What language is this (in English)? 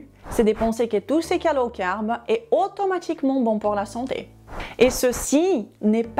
French